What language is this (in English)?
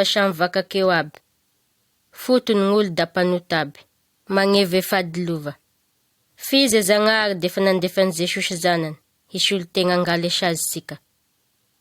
Malagasy